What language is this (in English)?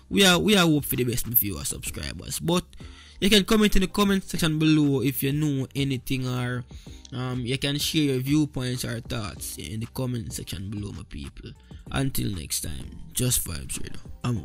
Jamaican Creole English